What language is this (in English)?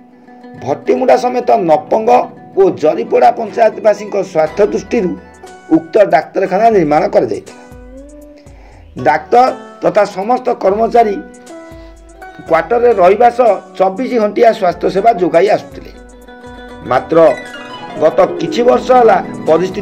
Odia